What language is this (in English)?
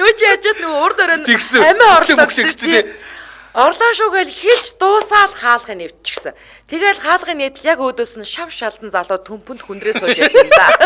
Mongolian